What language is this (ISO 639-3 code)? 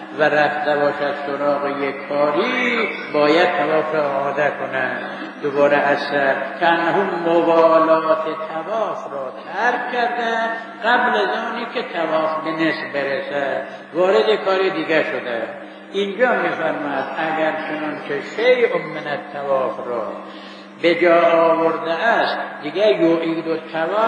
fas